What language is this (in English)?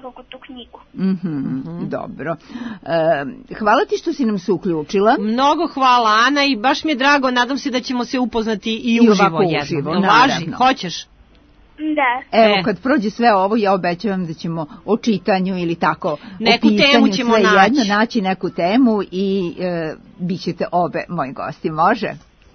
Serbian